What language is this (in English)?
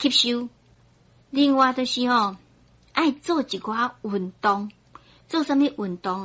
Min Nan Chinese